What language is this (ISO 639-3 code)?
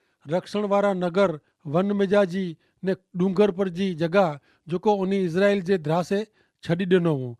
kfr